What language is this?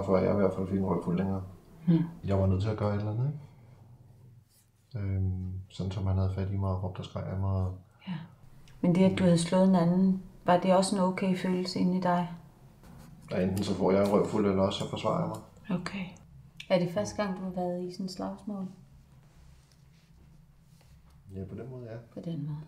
Danish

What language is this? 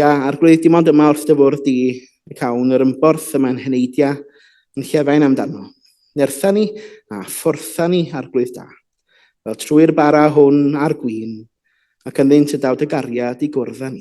Welsh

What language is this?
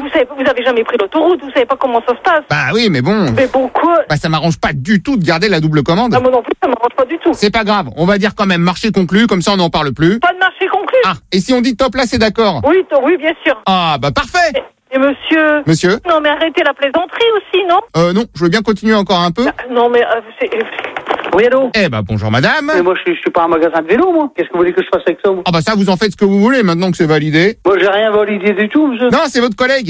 French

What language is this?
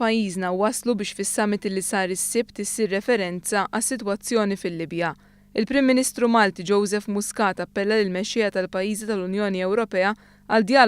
Maltese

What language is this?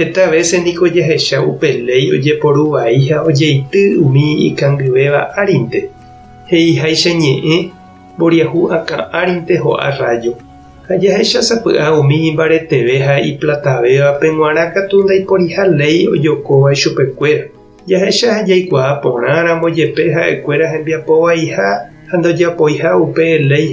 Guarani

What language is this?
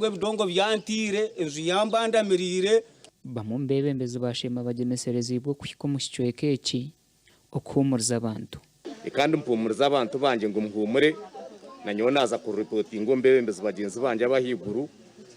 Nyankole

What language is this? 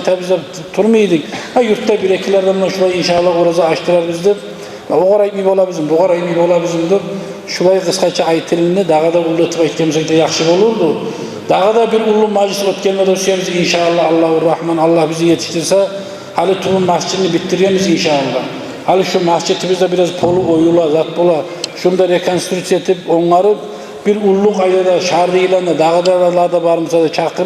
Kumyk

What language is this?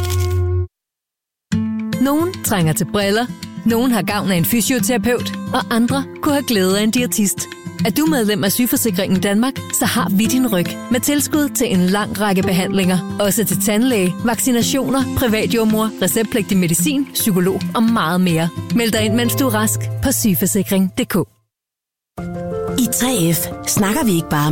Danish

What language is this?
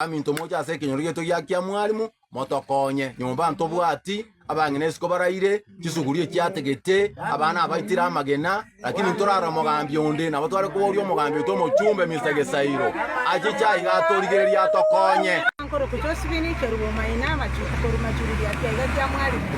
Gusii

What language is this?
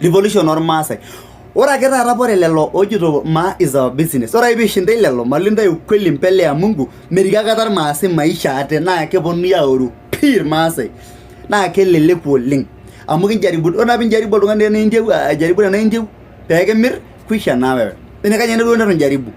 Masai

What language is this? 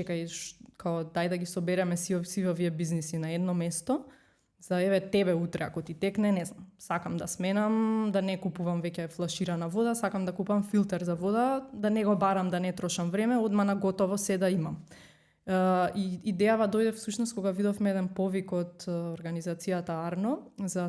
Macedonian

